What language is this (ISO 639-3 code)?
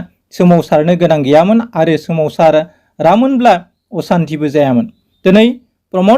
brx